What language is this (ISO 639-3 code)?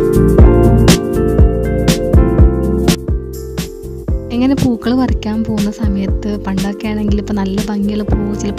mal